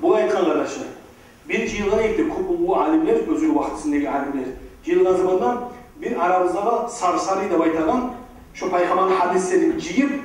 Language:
Kumyk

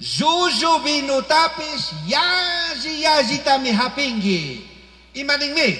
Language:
Chimborazo Highland Quichua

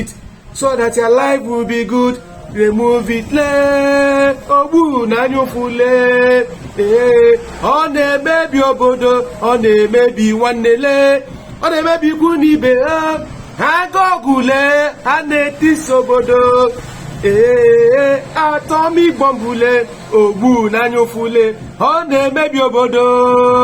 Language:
Igbo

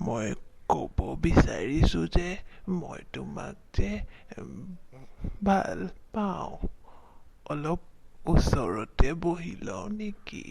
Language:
Assamese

